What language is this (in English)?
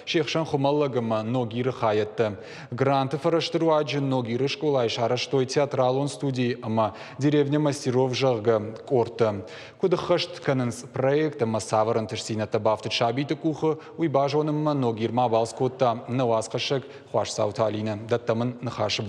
Ossetic